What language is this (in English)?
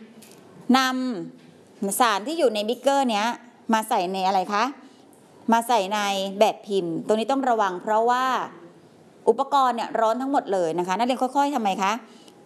Thai